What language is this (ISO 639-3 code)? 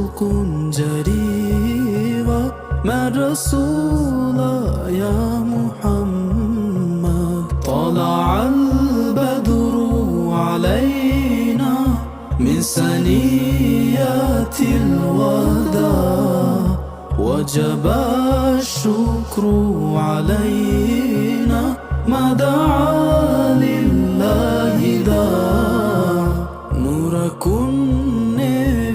div